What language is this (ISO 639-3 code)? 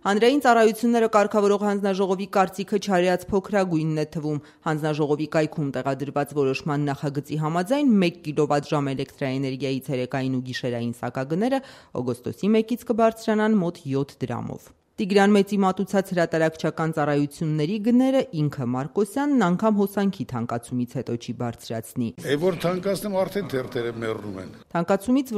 hye